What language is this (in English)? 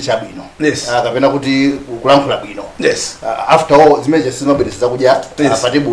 Nyanja